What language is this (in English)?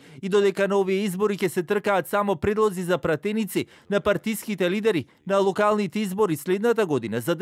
Macedonian